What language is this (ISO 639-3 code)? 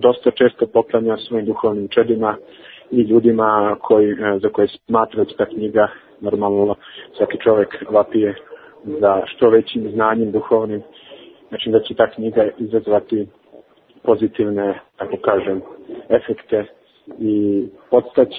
srp